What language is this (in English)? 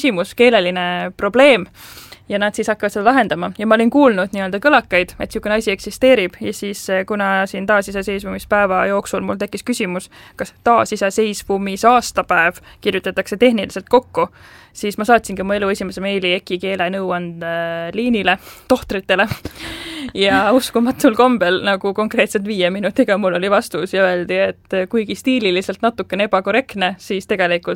Estonian